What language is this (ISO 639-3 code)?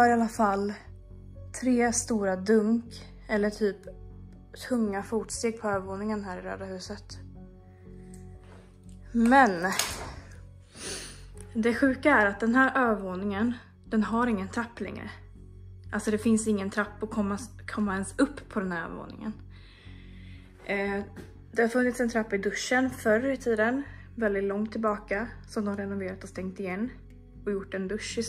swe